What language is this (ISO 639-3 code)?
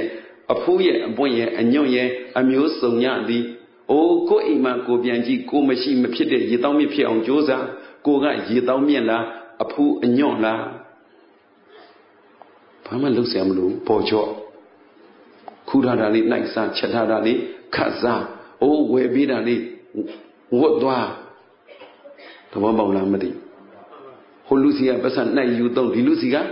mya